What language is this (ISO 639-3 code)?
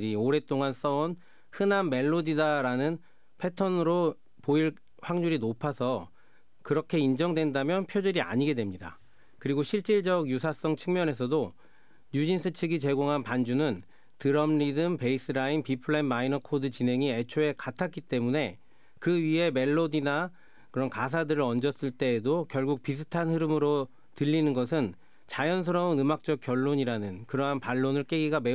kor